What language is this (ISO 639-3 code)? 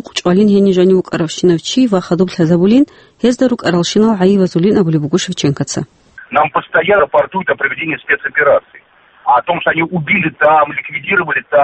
ava